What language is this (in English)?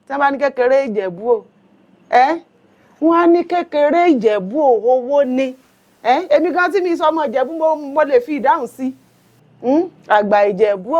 Yoruba